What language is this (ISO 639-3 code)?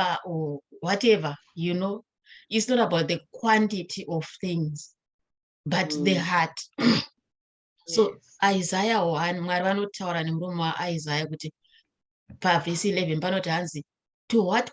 sna